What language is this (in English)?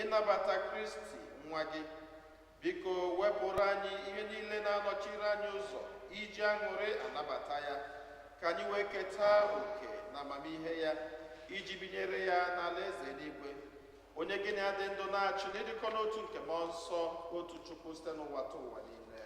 Igbo